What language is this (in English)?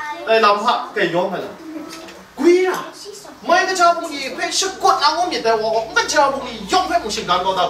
Kachin